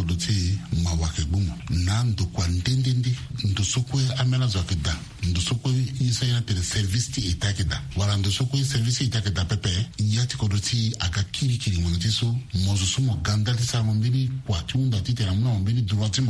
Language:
Sango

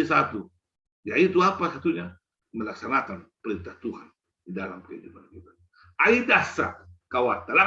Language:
Batak Simalungun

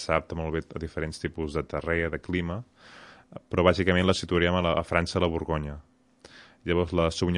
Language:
Catalan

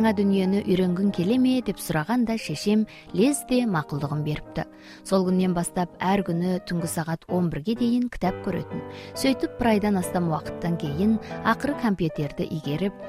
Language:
Kazakh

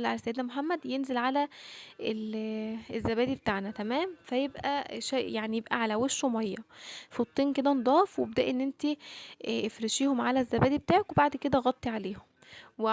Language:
Egyptian Arabic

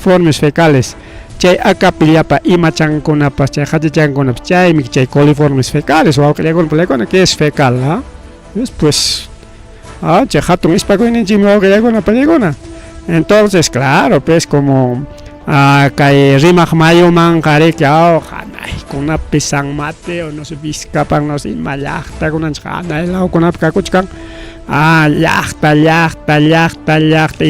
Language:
Ayacucho Quechua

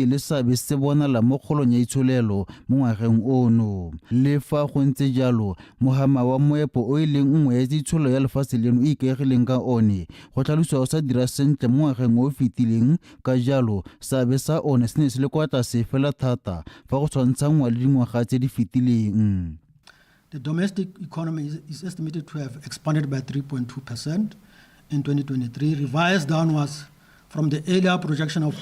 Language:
Tswana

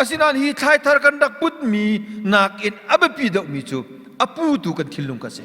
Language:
Hakha Chin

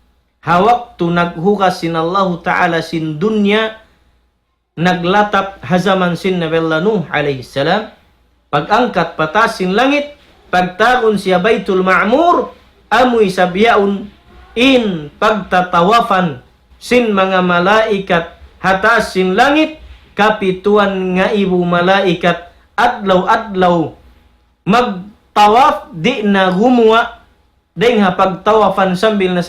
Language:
Tausug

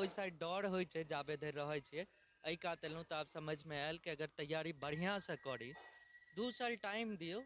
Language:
Maithili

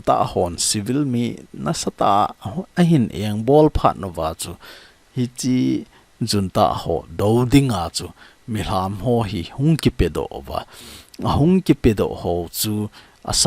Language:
Thado Chin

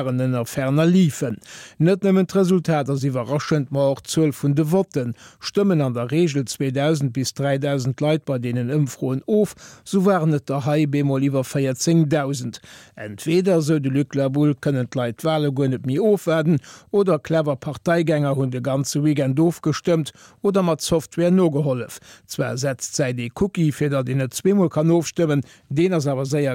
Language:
Luxembourgish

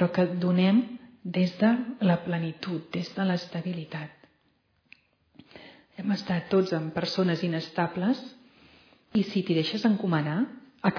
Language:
Catalan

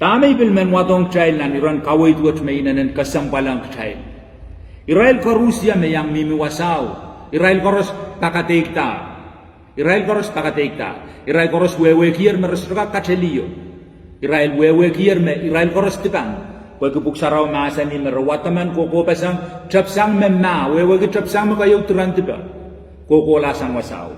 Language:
Pohnpeian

